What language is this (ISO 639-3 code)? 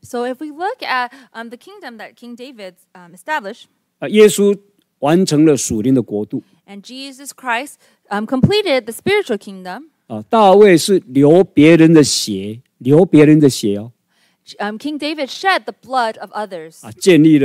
zho